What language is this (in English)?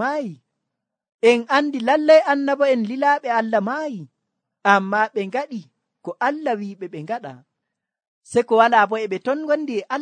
Nigerian Fulfulde